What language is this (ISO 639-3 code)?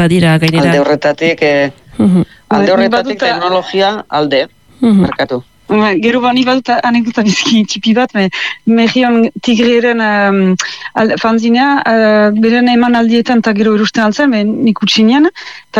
eus